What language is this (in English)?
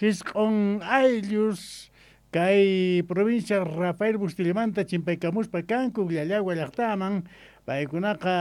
South Bolivian Quechua